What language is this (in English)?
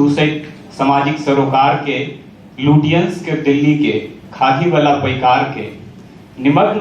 Maithili